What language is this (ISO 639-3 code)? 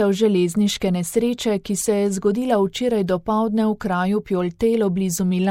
slv